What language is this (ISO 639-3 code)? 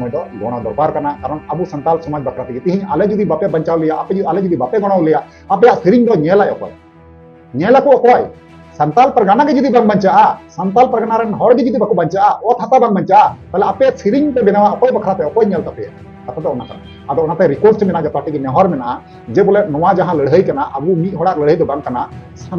sat